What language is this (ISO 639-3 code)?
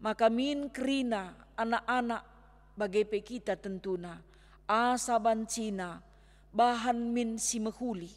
btx